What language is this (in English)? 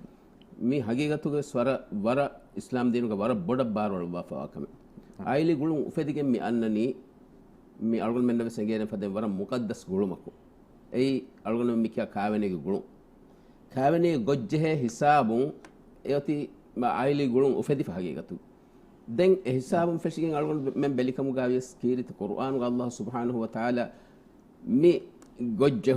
Divehi